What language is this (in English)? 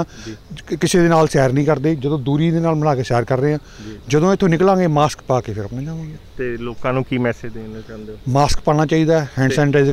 Punjabi